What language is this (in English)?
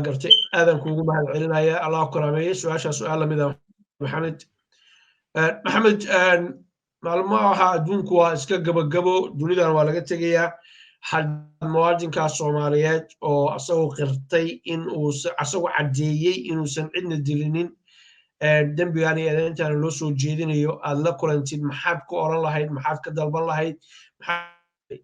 Somali